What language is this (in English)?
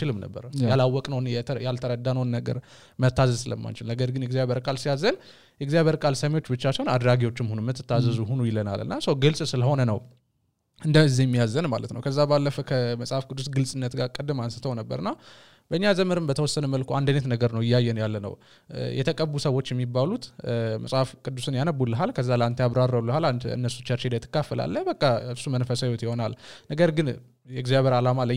Amharic